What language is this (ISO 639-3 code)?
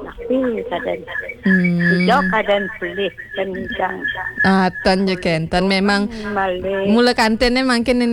ban